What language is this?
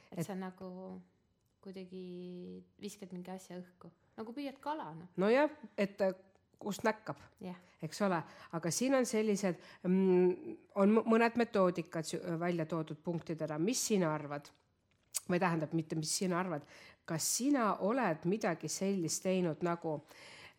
Estonian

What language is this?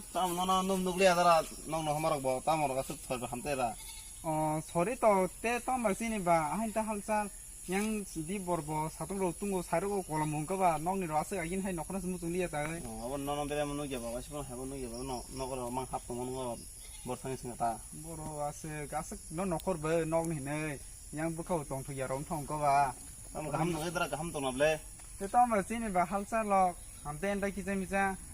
Kok Borok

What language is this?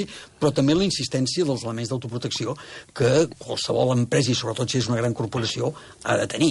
Catalan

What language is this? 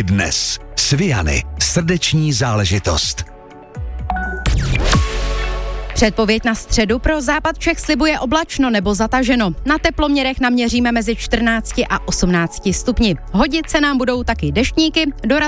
Czech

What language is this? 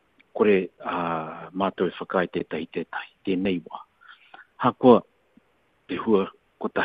Māori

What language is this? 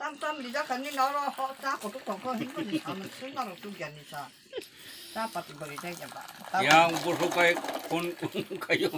Kok Borok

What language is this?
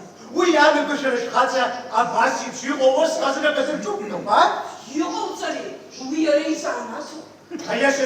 Abkhazian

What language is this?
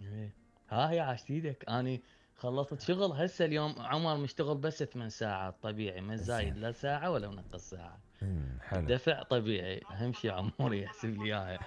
Mesopotamian Arabic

